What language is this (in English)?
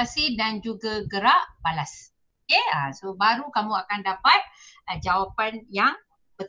Malay